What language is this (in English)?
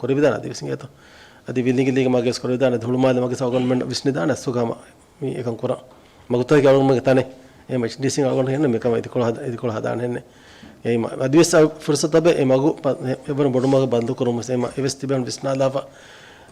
Divehi